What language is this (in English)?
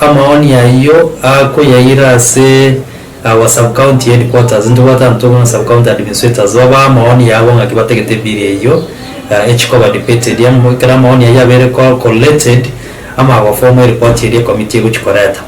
Gusii